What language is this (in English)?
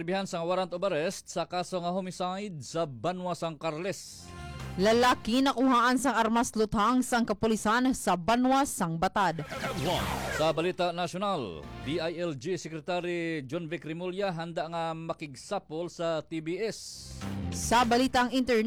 Hiligaynon